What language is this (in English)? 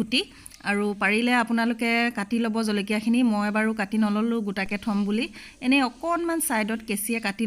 Assamese